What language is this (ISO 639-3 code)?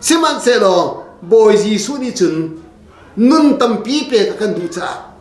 cnh